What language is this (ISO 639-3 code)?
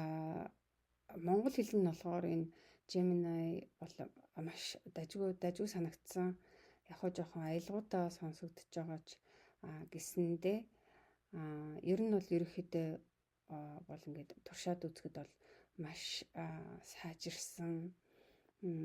mon